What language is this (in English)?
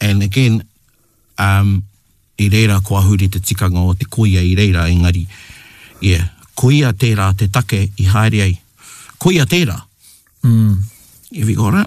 Māori